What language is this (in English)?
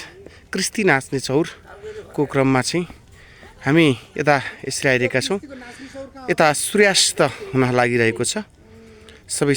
Nepali